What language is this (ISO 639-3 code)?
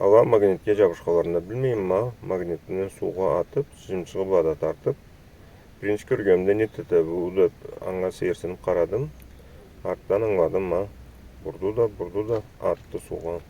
krc